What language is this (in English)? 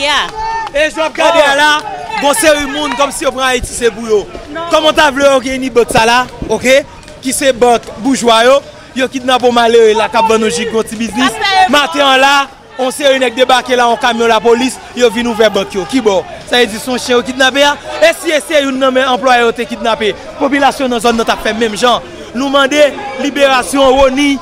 Haitian Creole